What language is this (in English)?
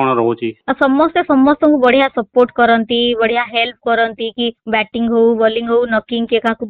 Odia